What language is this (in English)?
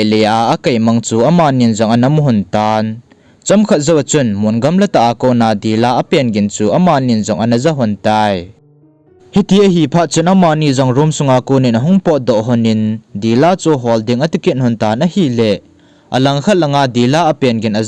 Thado Chin